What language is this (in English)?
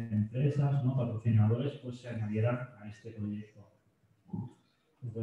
Spanish